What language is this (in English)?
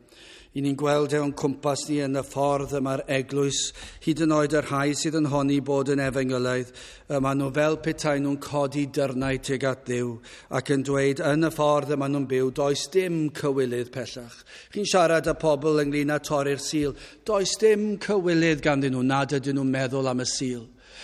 Welsh